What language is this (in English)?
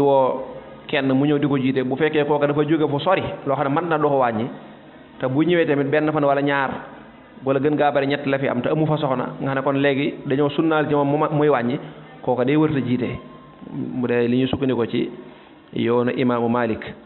Wolof